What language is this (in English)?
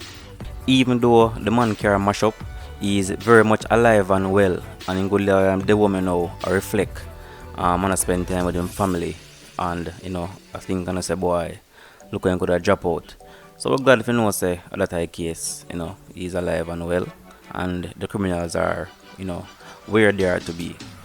Jamaican Creole English